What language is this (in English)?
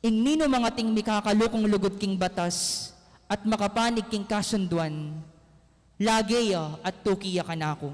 Pampanga